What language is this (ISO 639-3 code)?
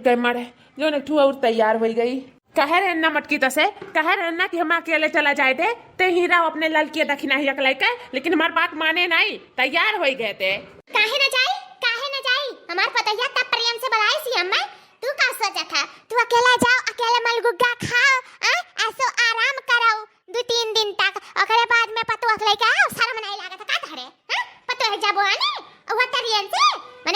awa